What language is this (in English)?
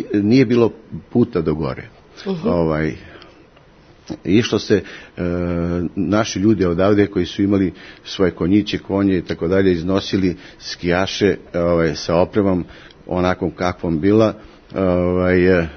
Serbian